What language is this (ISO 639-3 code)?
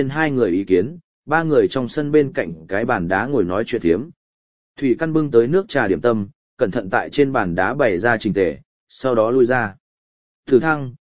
vie